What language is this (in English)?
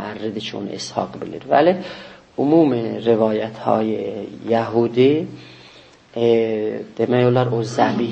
South Azerbaijani